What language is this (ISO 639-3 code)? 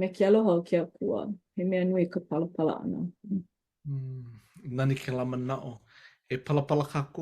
haw